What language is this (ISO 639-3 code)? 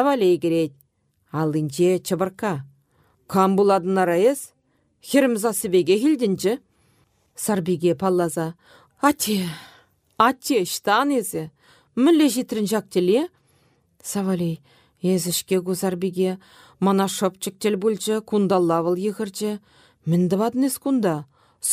chv